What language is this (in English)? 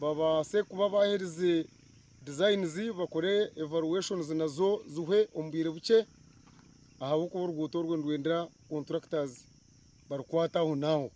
Nyankole